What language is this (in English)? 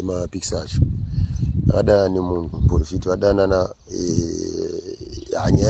Shona